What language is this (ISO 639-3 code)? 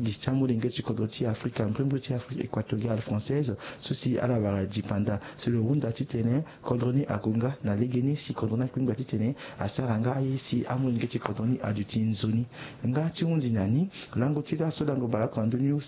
sag